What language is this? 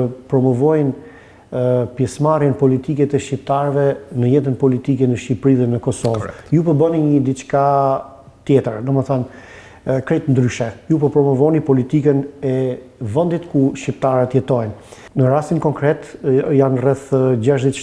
Albanian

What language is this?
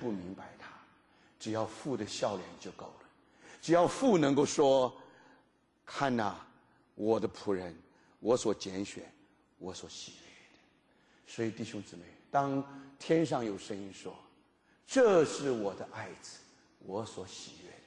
Chinese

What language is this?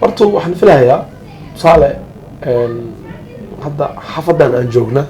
Somali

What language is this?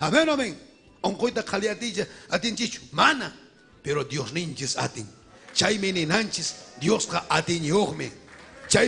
Ayacucho Quechua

